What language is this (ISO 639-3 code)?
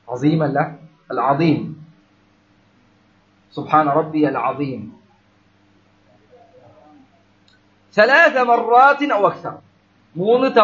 mal